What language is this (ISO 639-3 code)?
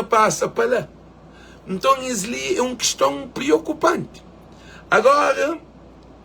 kea